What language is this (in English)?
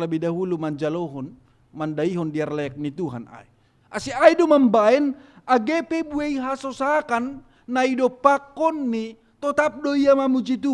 Batak Simalungun